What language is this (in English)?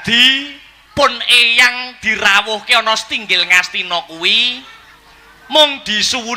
Javanese